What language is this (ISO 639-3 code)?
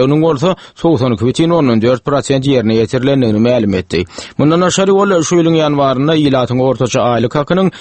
tuk